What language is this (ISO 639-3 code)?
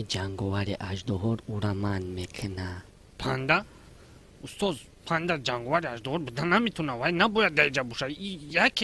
tgk